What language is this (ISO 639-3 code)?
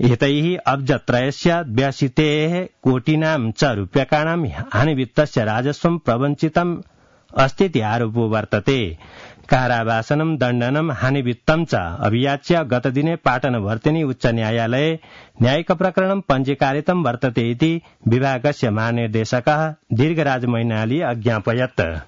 san